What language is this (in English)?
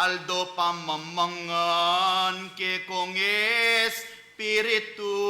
Pampanga